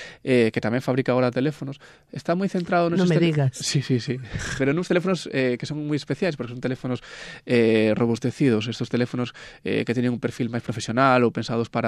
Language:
Galician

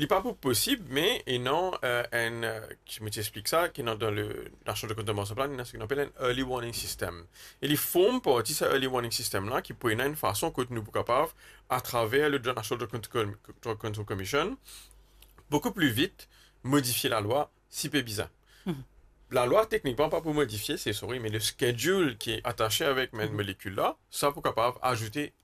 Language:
Morisyen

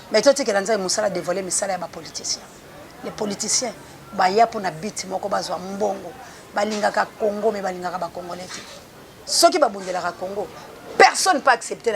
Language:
Lingala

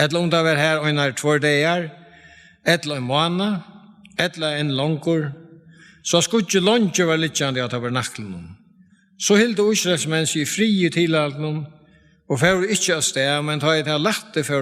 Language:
Faroese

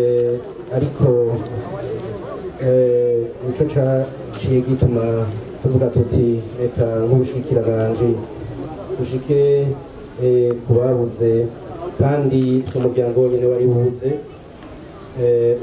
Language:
Rundi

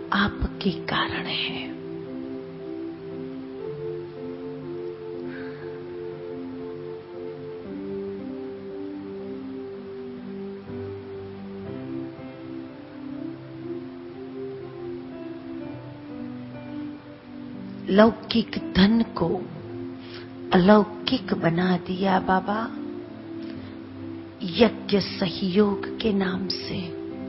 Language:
Hindi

